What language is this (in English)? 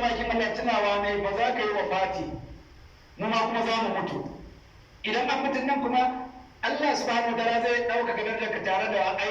Hausa